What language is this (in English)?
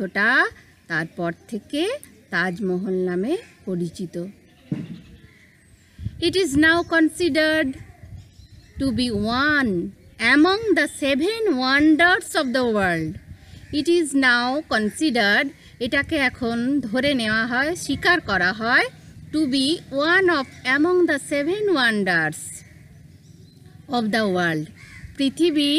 Bangla